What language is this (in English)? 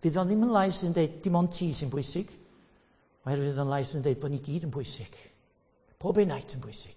Welsh